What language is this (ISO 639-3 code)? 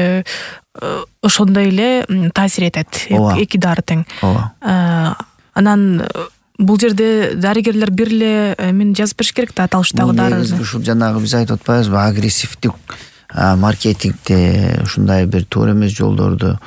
kir